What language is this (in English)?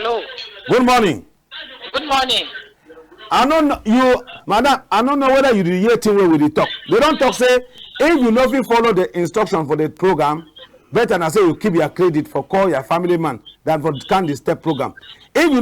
Cameroon Pidgin